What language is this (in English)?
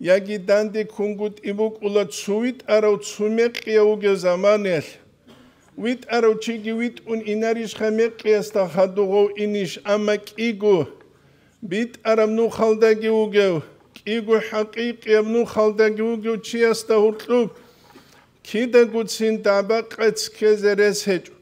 Avaric